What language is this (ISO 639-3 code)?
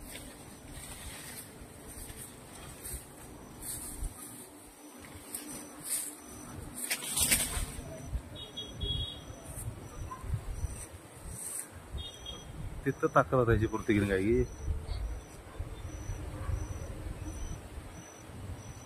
mar